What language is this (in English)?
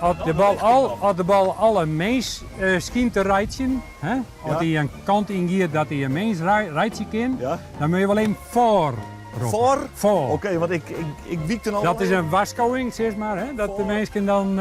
Western Frisian